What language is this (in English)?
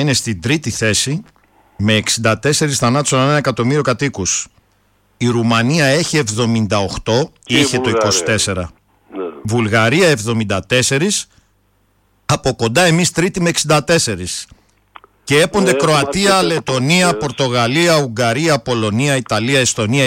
Greek